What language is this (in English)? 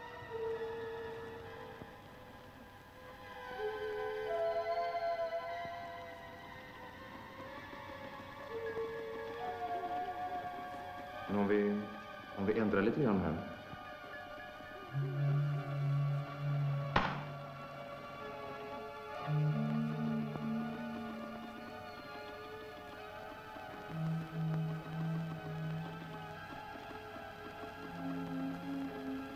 Swedish